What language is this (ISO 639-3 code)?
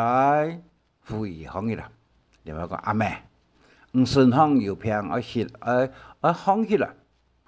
hak